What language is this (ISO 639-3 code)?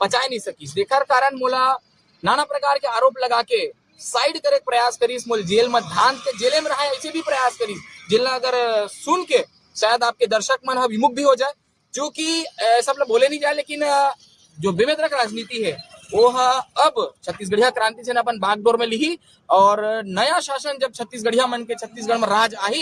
hne